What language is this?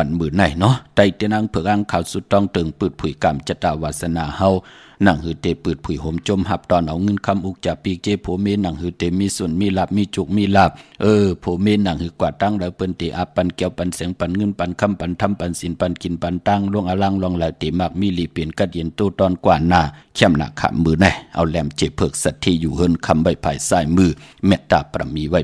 Shan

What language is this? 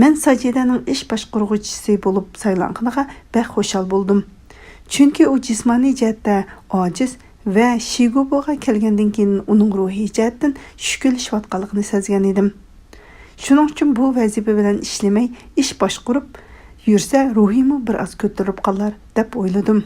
Uyghur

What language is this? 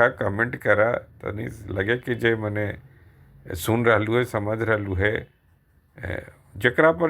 Magahi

